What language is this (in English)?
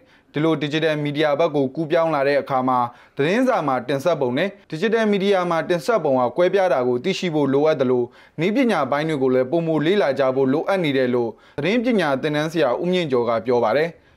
Burmese